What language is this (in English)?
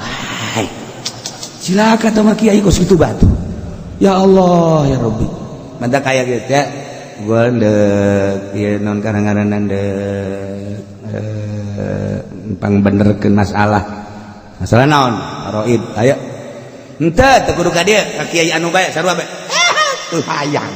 Sundanese